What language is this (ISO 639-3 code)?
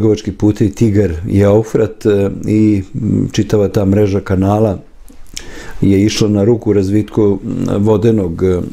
srp